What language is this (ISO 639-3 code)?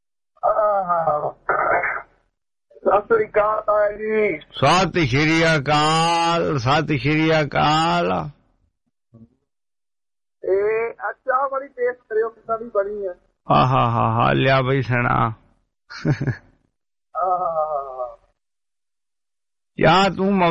pan